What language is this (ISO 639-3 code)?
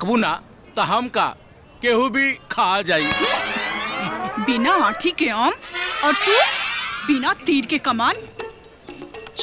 bho